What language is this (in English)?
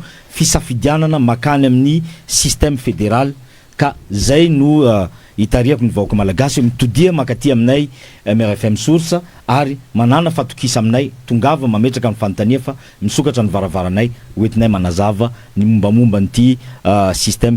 Malagasy